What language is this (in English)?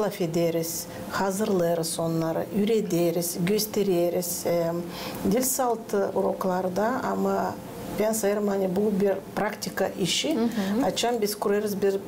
Gagauz